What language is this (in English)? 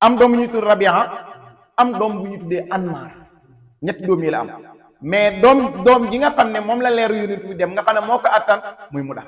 Wolof